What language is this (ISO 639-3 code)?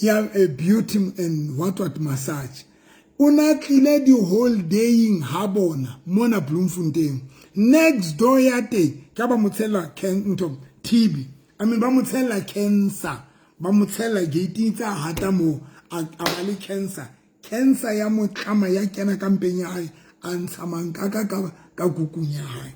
sot